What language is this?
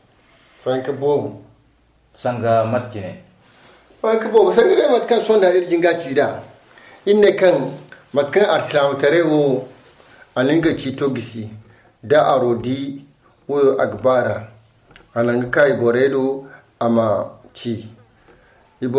Zarma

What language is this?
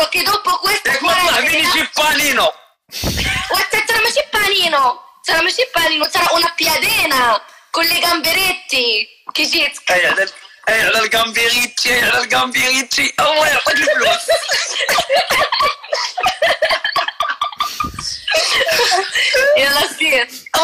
Moroccan Arabic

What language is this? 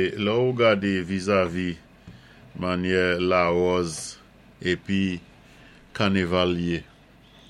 Saint Lucian Creole French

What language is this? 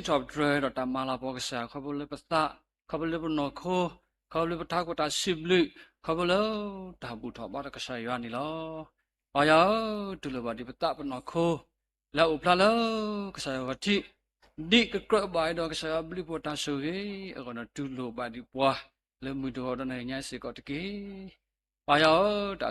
S'gaw Karen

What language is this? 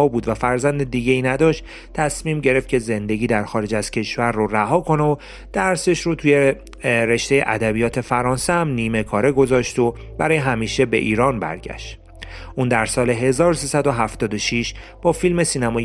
Persian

